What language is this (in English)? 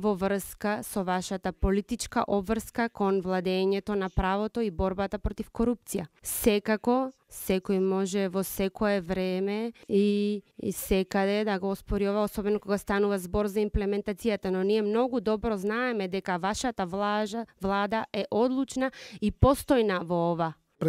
Macedonian